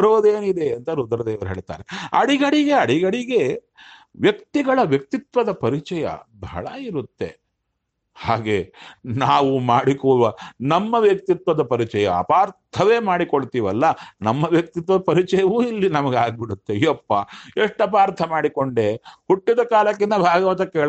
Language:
Kannada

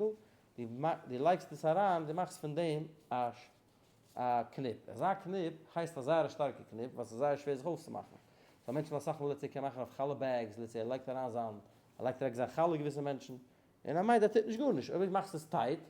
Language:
Yiddish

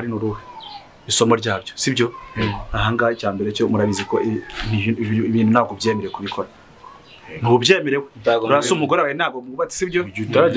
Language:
Kinyarwanda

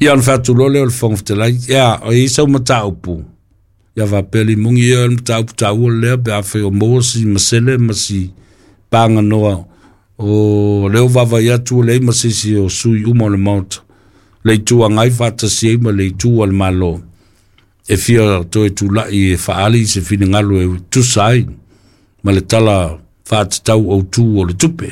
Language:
Samoan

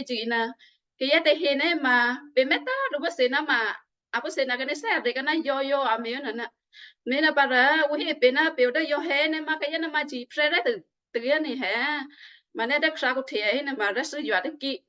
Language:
Western Kayah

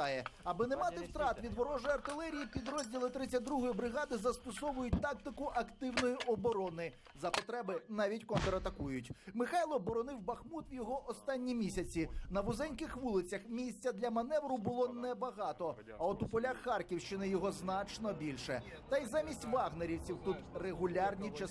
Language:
Ukrainian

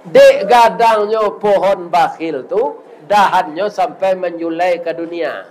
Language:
Minangkabau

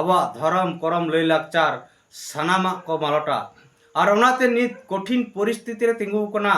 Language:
Santali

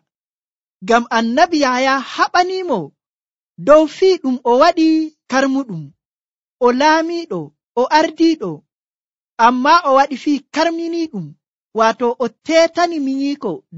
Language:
Nigerian Fulfulde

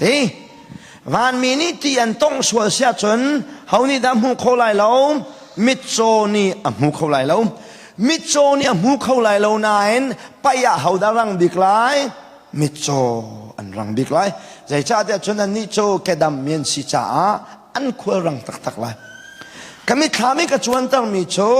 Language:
Hakha Chin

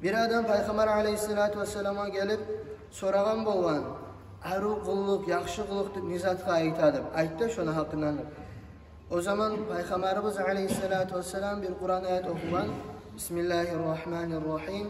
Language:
Kumyk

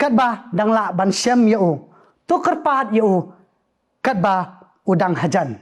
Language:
Khasi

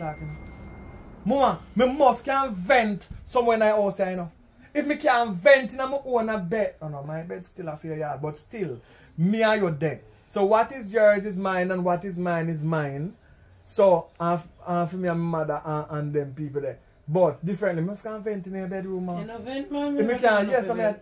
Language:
Jamaican Creole English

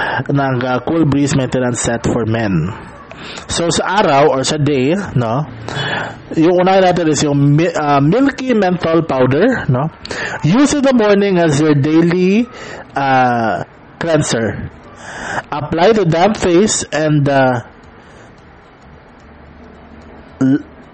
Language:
Filipino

